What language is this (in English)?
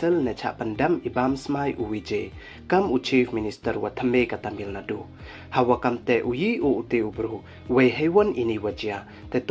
Pnar